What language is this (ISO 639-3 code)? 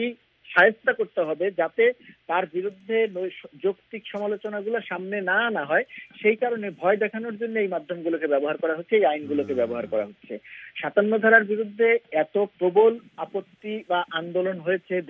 ben